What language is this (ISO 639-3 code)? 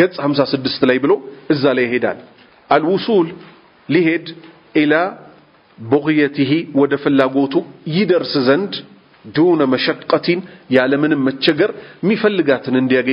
amh